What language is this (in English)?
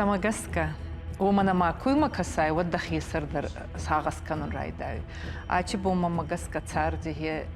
Ossetic